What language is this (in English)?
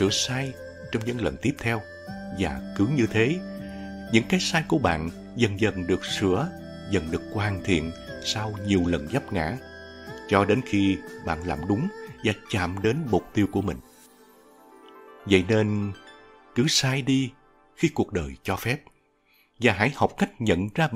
Vietnamese